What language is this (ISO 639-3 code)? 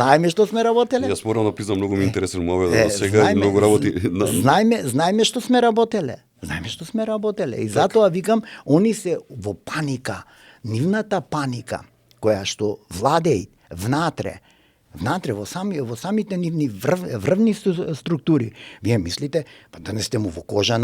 mkd